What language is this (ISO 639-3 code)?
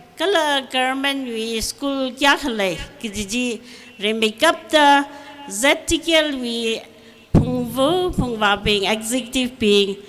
nmf